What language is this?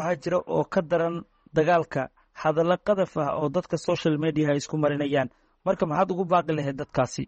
Somali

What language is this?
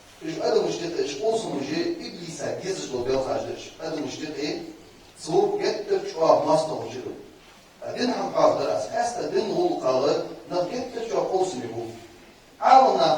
Ingush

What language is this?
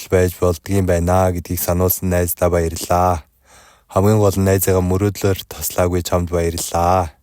Mongolian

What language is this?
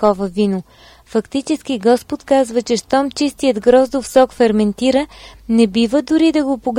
Bulgarian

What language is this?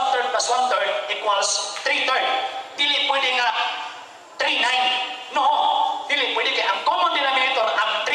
Cebuano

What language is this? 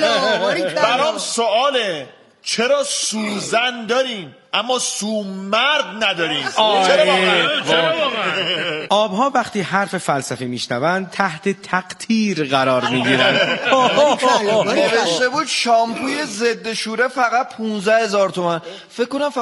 Persian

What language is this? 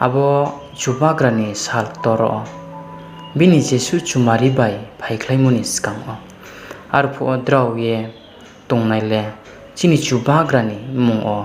Riang (India)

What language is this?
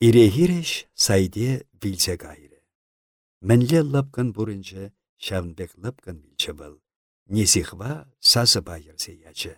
Chuvash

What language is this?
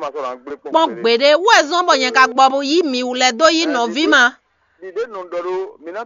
Fon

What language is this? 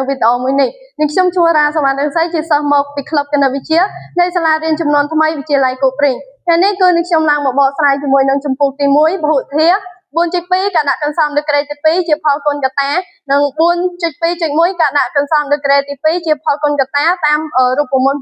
Khmer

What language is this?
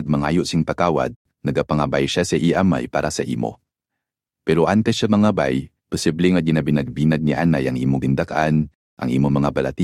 Hiligaynon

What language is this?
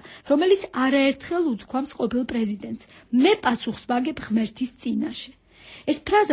Georgian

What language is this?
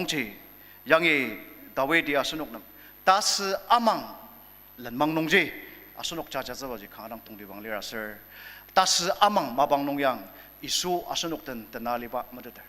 Ao Naga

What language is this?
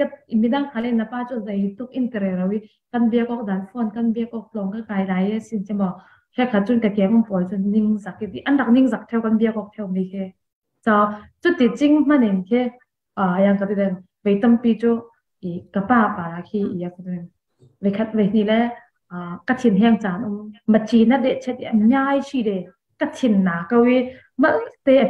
Falam Chin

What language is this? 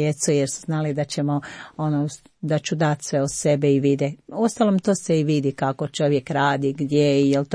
Croatian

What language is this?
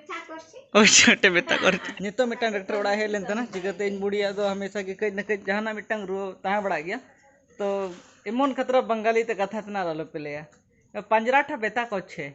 Santali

